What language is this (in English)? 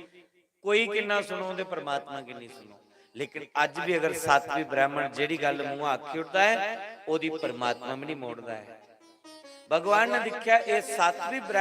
Dogri